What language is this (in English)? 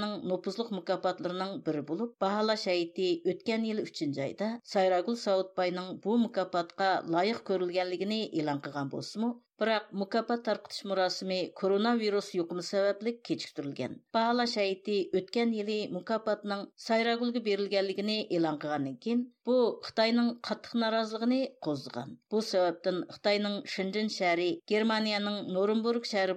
Uyghur